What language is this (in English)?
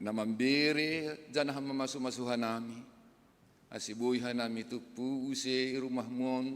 Batak Simalungun